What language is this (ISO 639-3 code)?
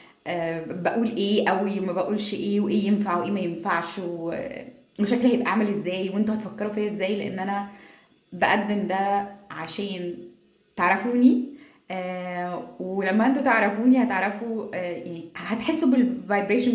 arz